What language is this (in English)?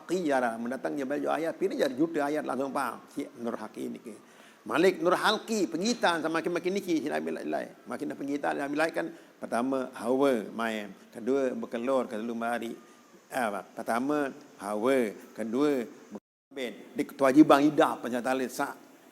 Sasak